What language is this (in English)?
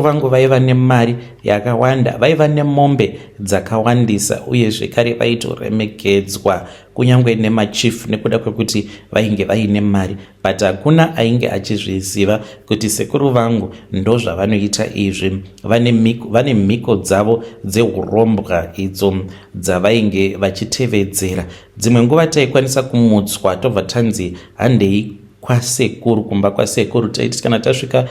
Shona